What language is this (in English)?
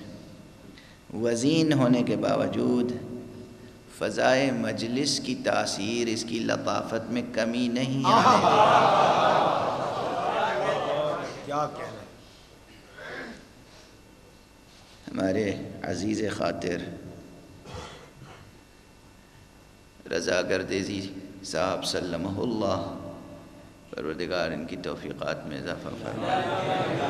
Urdu